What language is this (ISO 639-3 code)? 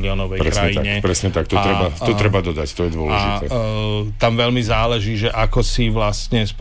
slk